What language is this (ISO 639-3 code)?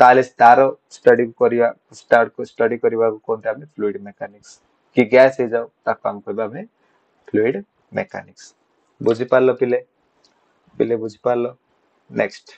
ori